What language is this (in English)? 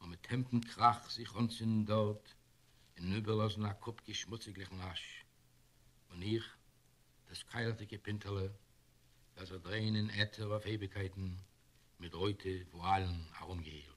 Yiddish